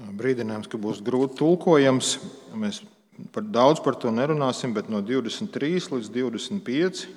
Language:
Latvian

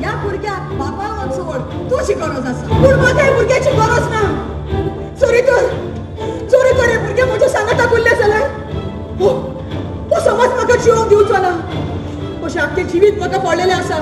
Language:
Konkani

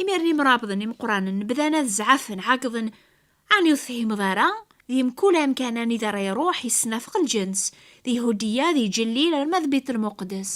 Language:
Kabyle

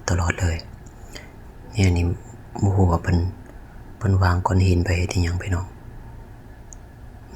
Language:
Lao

